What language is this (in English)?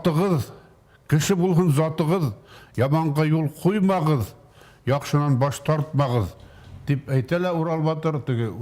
Bashkir